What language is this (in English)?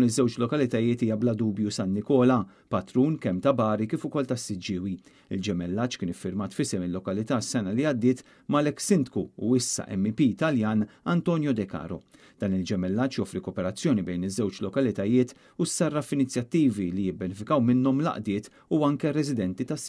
Maltese